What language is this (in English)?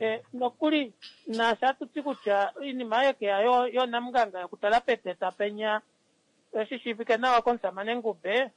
Kuanyama